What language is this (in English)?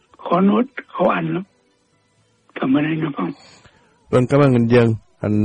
Vietnamese